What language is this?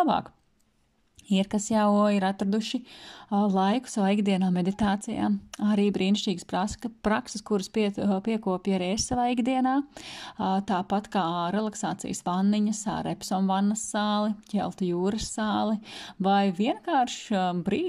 Latvian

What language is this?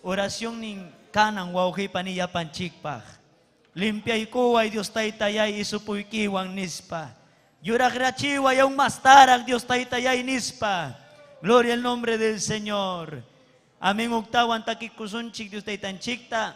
Ayacucho Quechua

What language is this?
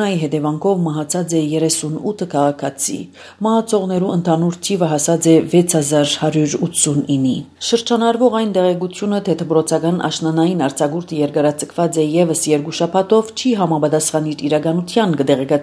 Armenian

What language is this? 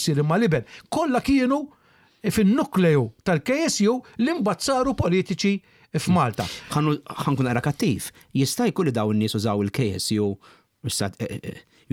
Maltese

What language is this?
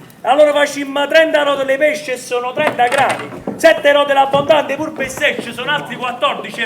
Neapolitan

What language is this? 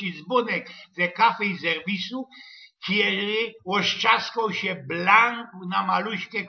Silesian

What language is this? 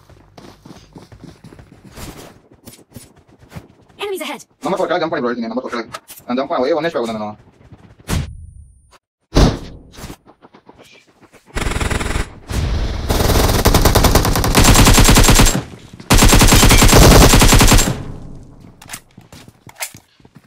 Kannada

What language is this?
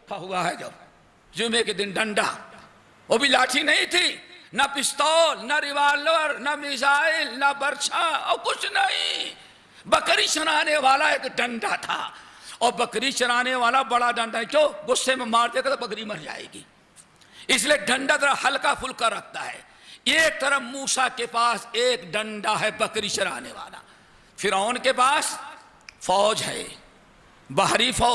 Urdu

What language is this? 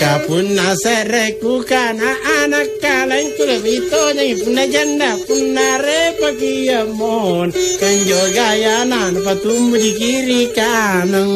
Makasar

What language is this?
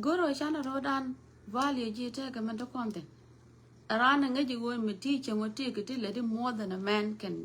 Nuer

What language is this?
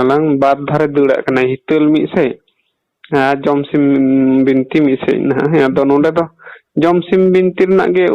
Santali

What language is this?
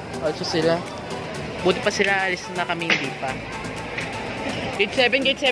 Filipino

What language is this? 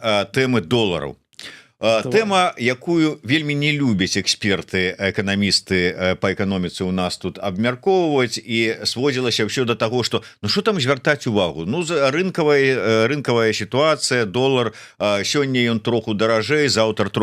Belarusian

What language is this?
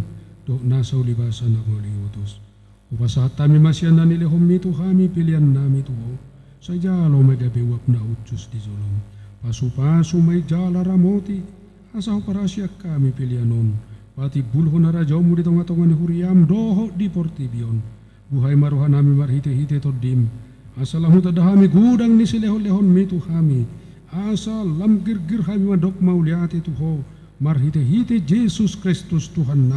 Batak Toba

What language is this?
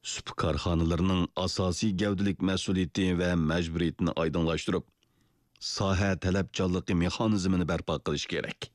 Uyghur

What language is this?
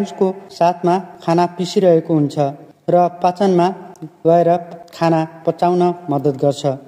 Nepali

